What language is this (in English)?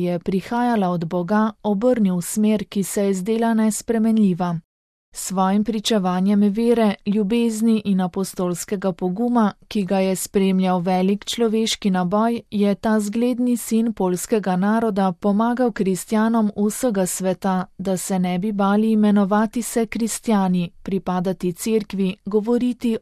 Slovenian